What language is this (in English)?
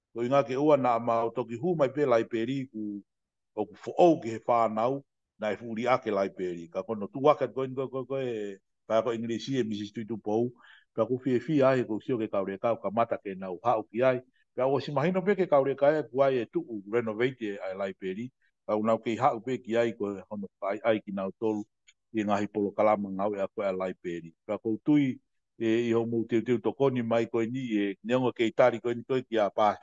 Tongan